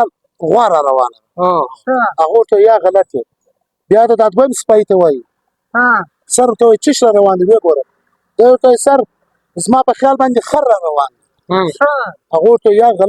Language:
Pashto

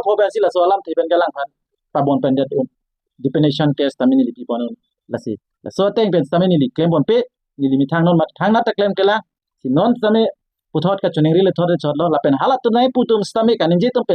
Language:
Karbi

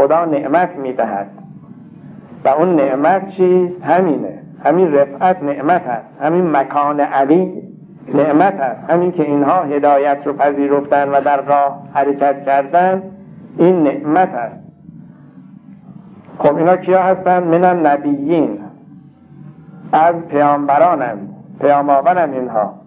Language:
Persian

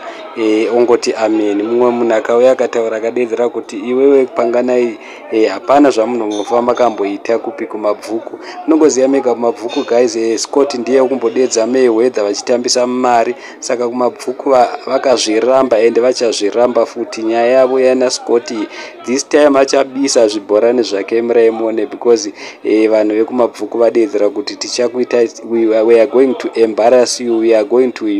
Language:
Shona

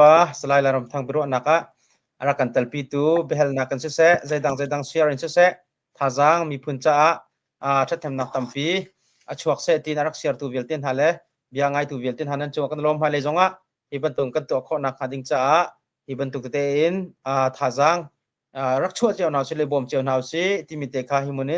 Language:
Hakha Chin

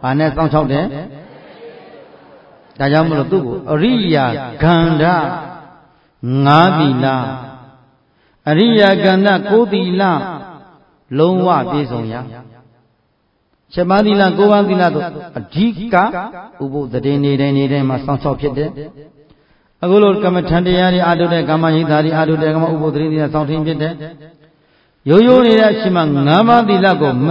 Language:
Burmese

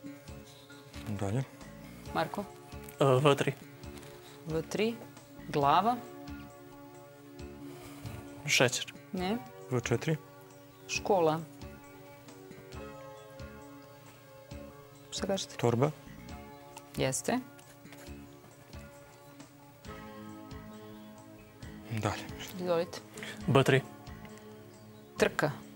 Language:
Serbian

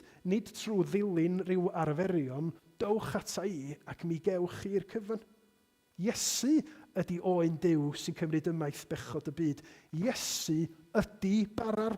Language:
Welsh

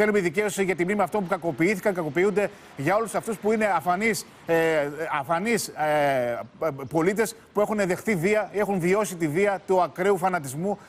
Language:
Greek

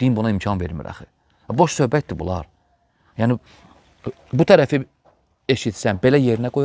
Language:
Azerbaijani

